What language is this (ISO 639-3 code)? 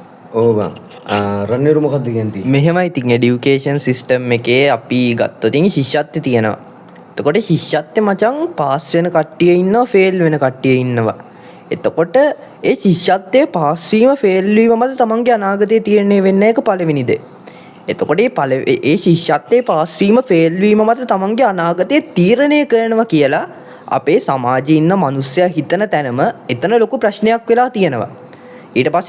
sin